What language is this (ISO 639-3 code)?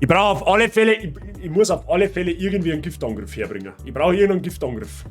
bar